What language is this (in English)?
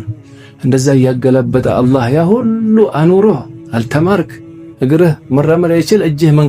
Amharic